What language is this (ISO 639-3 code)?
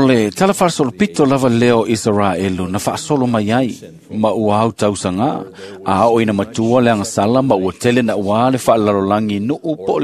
smo